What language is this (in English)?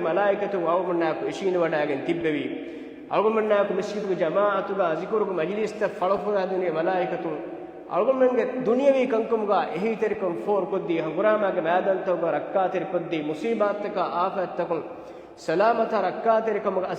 Divehi